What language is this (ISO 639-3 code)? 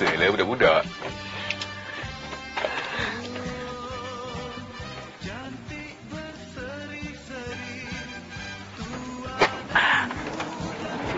msa